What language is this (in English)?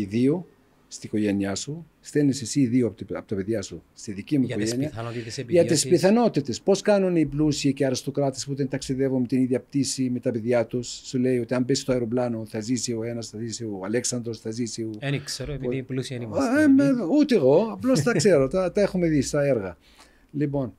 Greek